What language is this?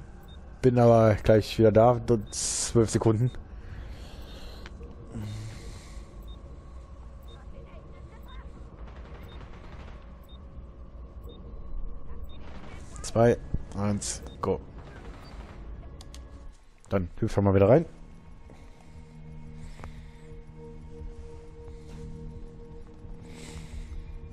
German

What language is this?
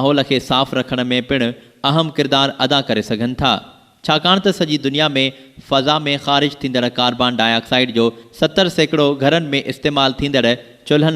Sindhi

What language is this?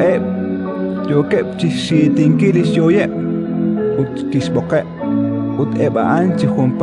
Kekchí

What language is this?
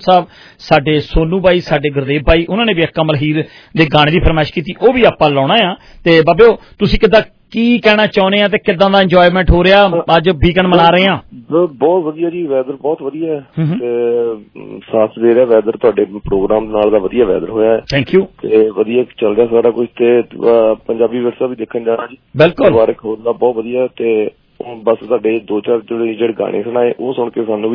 Punjabi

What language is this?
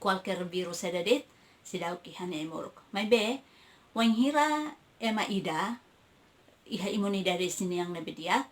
Tetum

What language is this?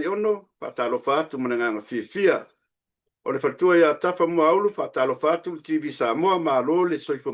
Samoan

